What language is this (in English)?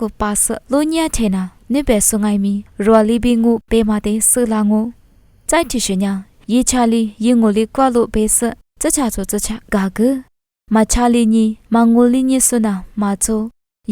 Lisu